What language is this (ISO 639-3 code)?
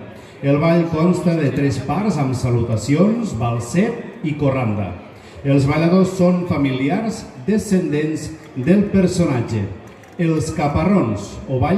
cat